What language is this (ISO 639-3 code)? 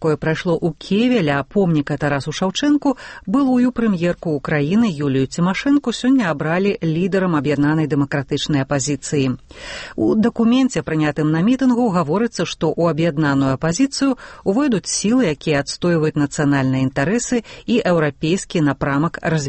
bel